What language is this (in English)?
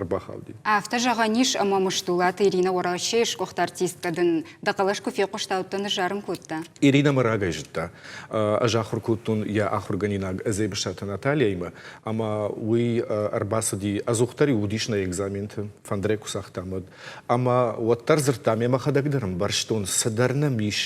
Ossetic